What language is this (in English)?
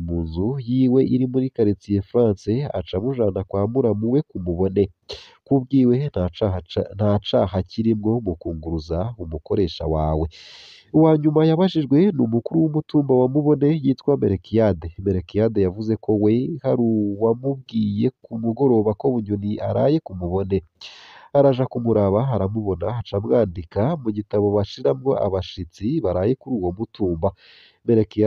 Rundi